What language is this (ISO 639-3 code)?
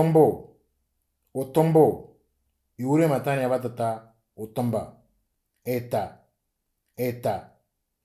mor